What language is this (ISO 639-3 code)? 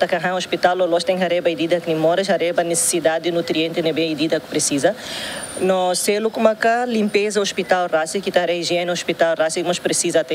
tet